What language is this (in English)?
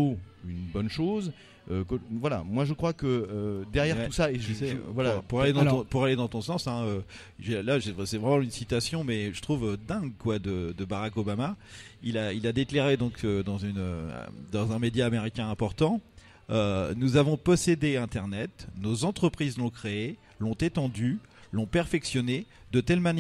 French